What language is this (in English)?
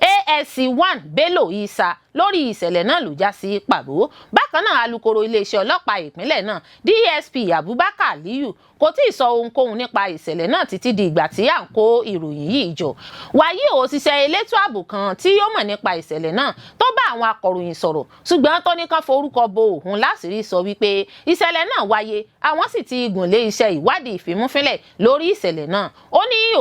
Yoruba